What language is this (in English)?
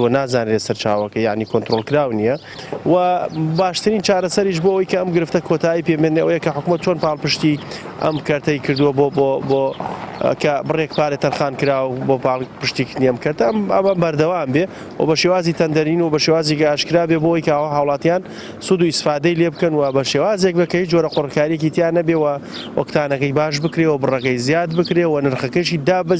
Central Kurdish